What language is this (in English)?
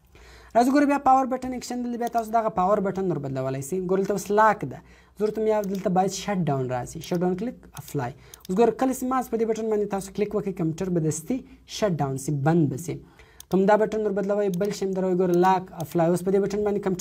Pashto